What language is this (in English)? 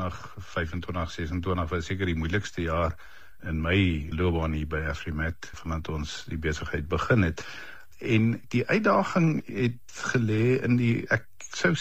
Afrikaans